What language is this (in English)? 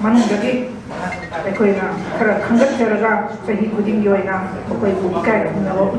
Manipuri